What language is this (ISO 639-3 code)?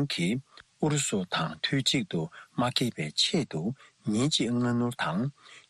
bod